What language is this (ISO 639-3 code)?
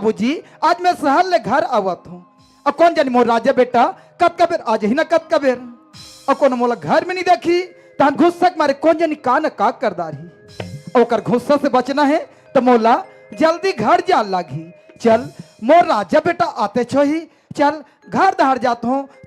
hne